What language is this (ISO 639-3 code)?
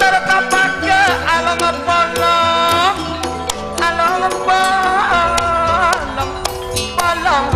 mad